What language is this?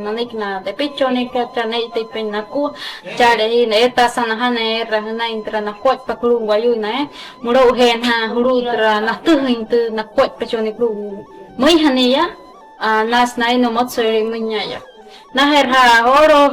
Wayuu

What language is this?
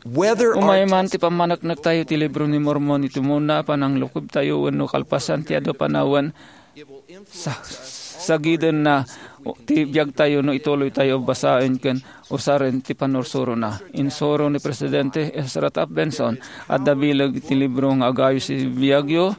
Iloko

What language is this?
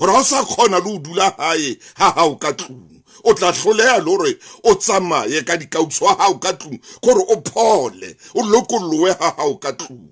Southern Sotho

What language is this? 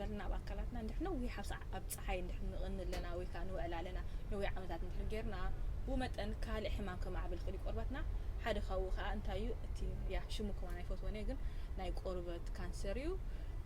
Tigrinya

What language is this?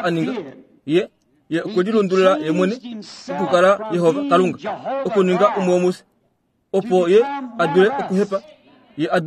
Kuanyama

